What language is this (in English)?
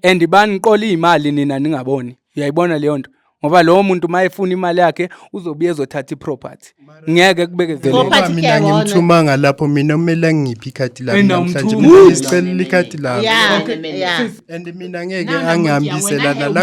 Zulu